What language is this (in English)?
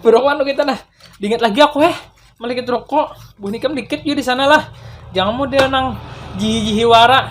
Banjar